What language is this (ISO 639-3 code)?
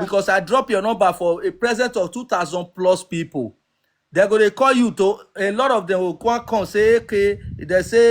pcm